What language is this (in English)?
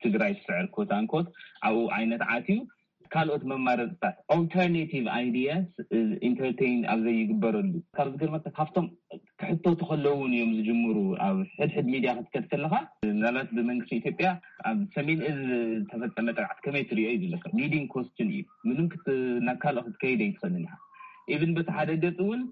Tigrinya